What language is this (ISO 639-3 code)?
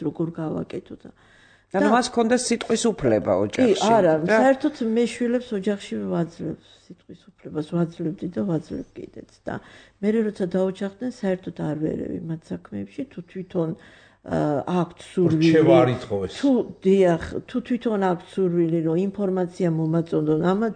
kat